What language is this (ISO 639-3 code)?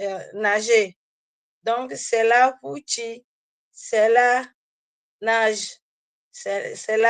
ewe